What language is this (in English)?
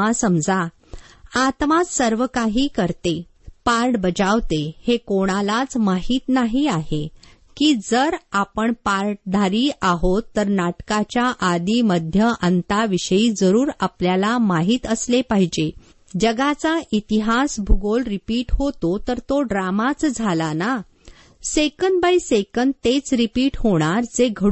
Marathi